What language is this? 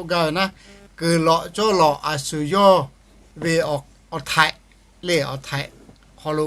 Lahu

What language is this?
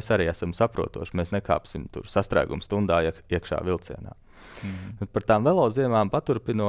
Latvian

